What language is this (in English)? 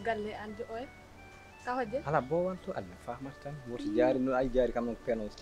Fula